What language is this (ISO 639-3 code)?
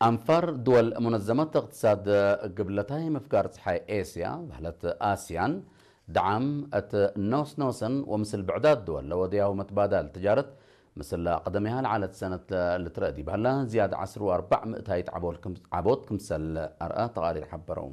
tig